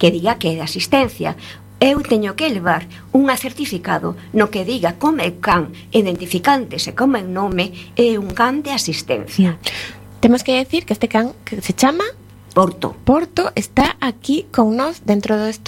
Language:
Galician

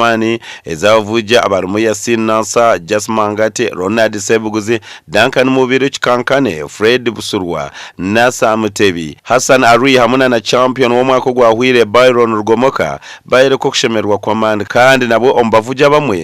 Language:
Nyankole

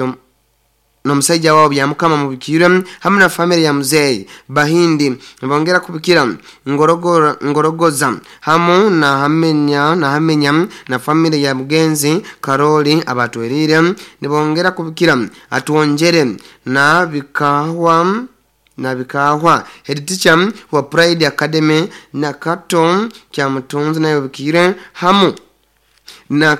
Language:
Nyoro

